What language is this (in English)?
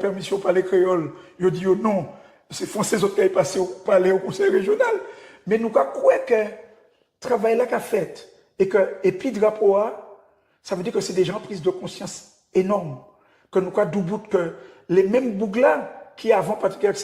Guadeloupean Creole French